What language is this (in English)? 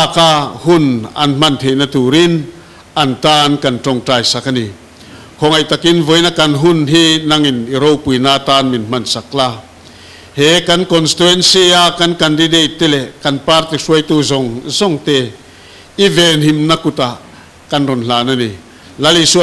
Mizo